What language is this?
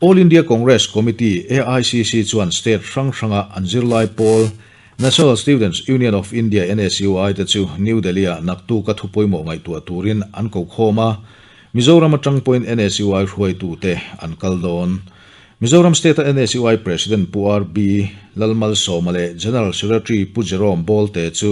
Mizo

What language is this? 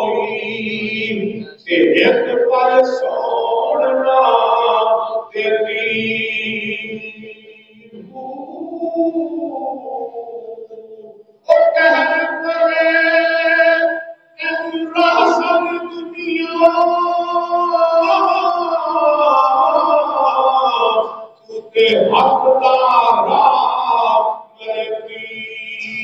Urdu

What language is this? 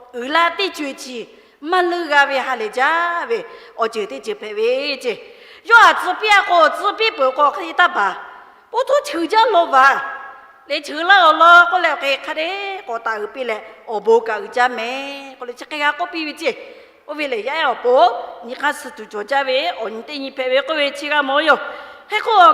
Lahu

